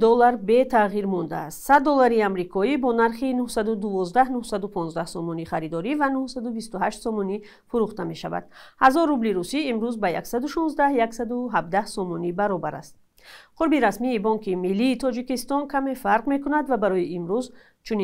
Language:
Tajik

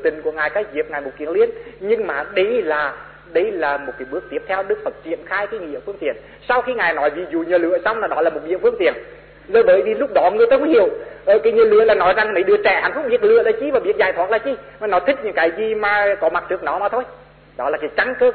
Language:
Vietnamese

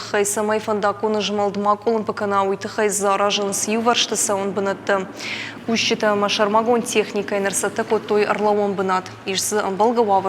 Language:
Ossetic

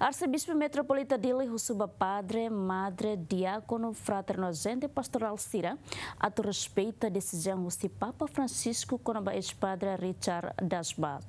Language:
Tetum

